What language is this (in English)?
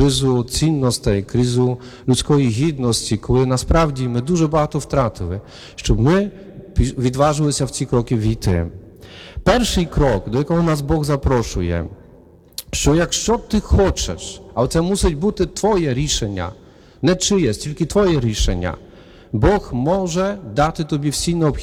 Ukrainian